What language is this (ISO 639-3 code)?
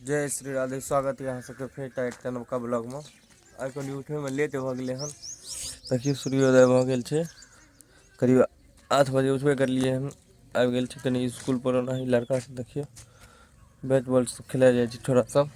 mai